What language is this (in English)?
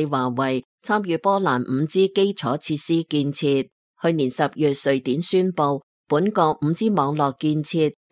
Cantonese